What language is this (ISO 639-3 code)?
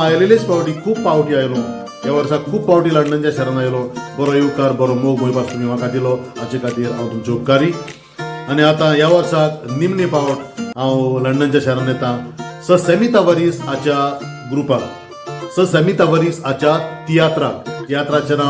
kok